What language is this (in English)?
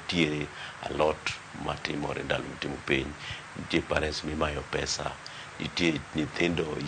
Luo (Kenya and Tanzania)